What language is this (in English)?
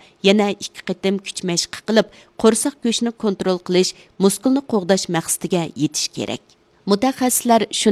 Uyghur